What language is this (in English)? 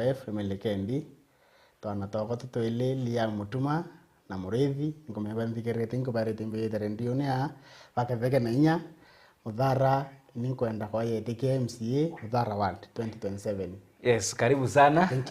Meru